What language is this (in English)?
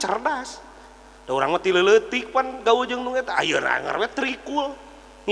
Sundanese